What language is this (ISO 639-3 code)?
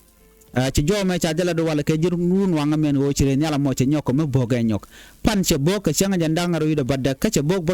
nus